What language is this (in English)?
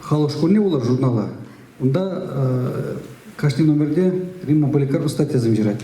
Chuvash